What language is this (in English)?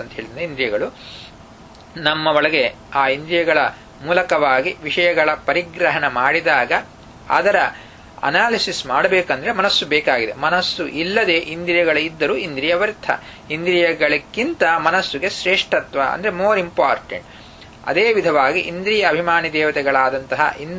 Kannada